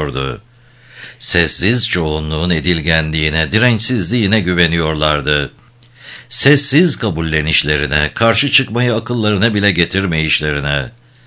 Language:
Turkish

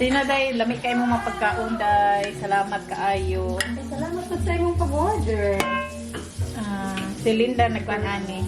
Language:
Cebuano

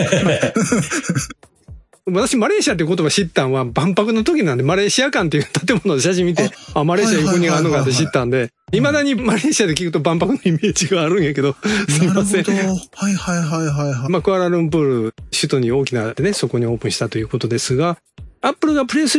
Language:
Japanese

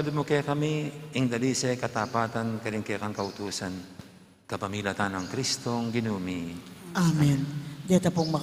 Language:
Pampanga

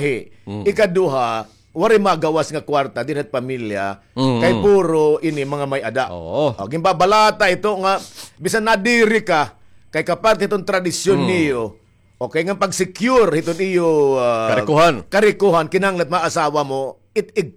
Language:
Waray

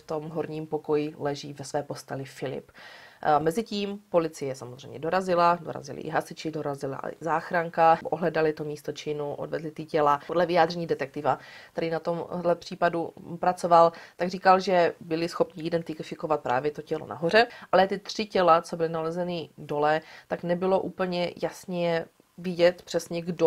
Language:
Czech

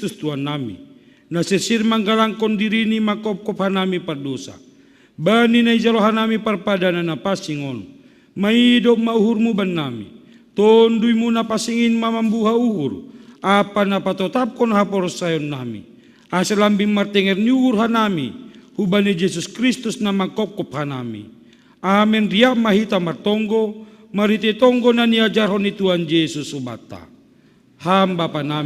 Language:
Batak Simalungun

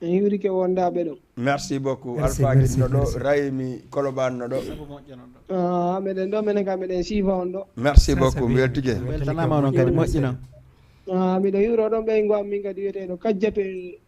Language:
Fula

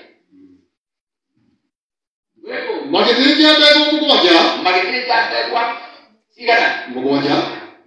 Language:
Kikuyu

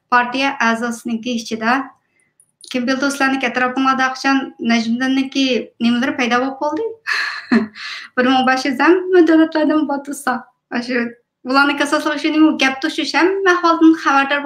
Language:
Uyghur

